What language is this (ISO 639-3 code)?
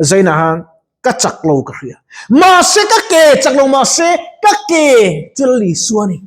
lus